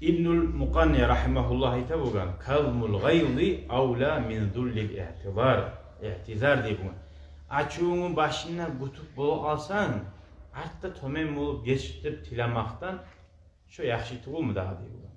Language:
Kumyk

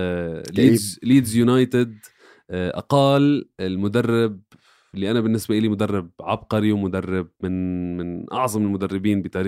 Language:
North Levantine Arabic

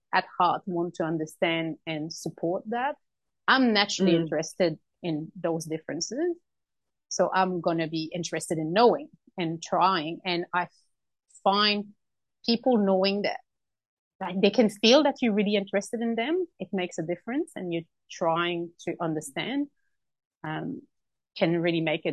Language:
English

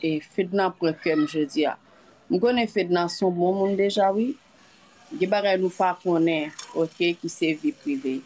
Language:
Haitian Creole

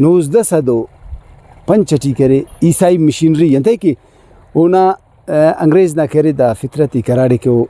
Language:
Brahui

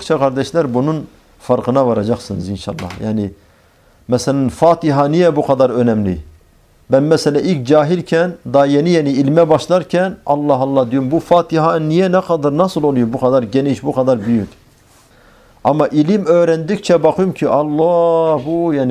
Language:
Turkish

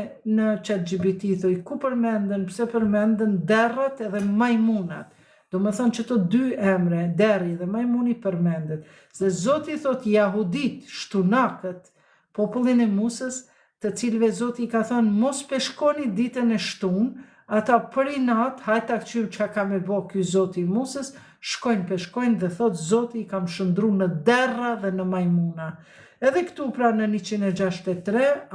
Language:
Albanian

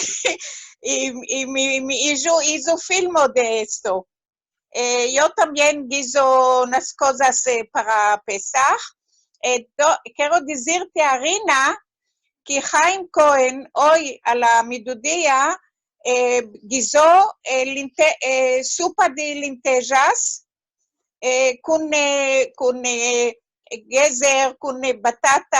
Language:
Ladino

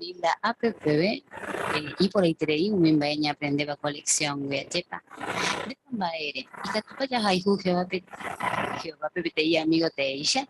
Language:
Guarani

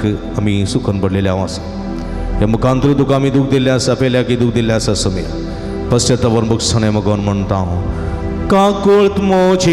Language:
Konkani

